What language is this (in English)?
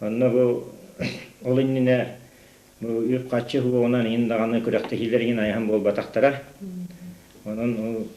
Yakut